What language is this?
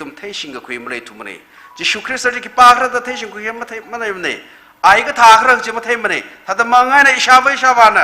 Tangkhul Naga (India)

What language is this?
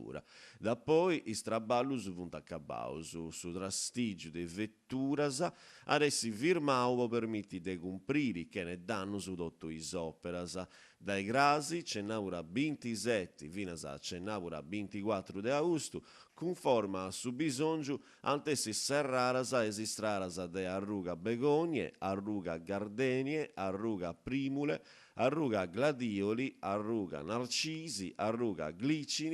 Sardinian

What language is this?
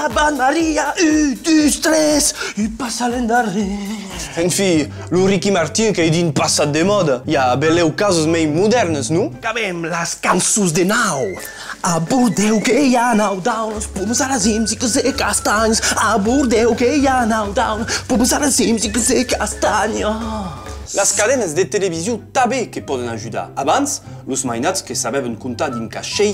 Occitan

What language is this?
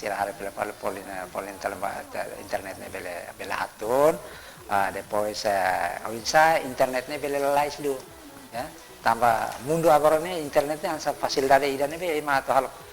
Tetum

